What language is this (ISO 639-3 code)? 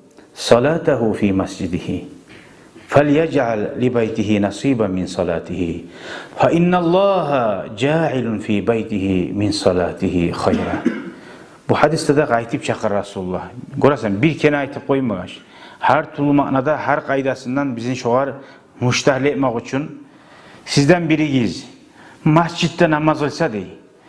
kum